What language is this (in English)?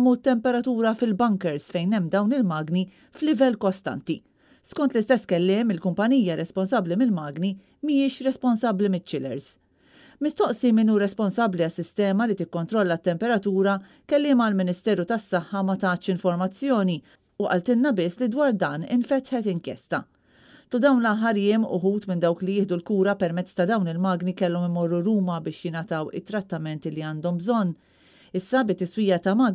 Maltese